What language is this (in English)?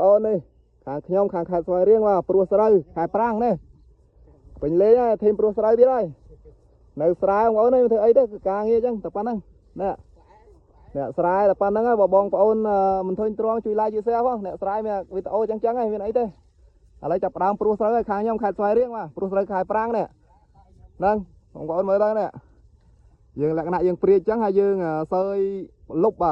Khmer